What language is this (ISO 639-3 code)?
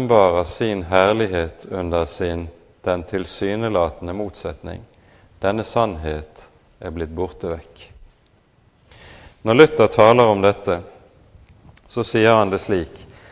nor